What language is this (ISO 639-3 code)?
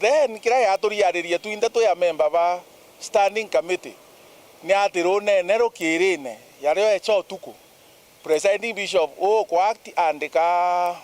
mer